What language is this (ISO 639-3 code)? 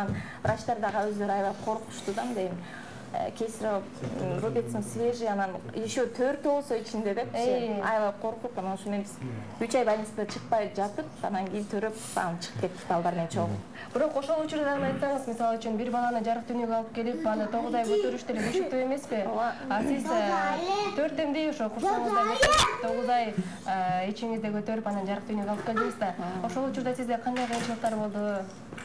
kir